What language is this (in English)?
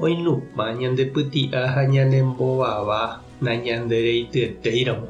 Guarani